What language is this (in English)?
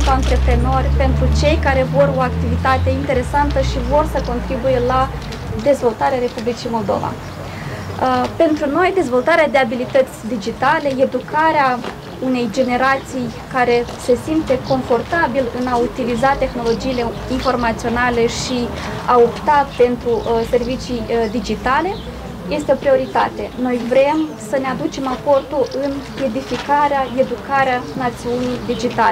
Romanian